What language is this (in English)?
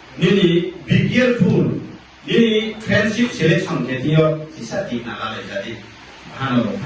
Riang (India)